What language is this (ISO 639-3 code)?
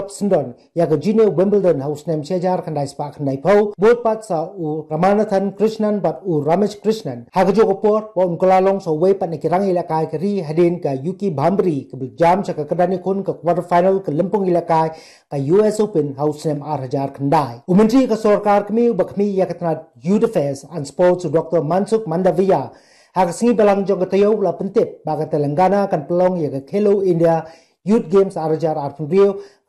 kha